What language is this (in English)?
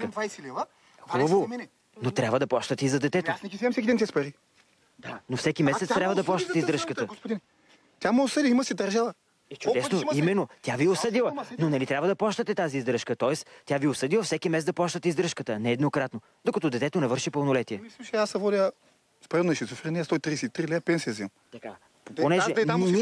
Bulgarian